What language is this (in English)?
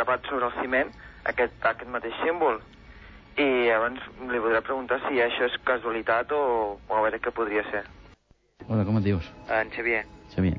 Catalan